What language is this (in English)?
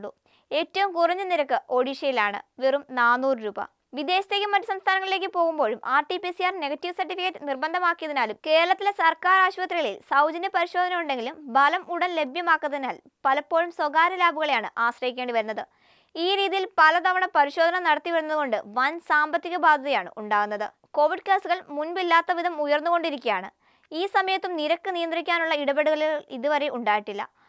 Malayalam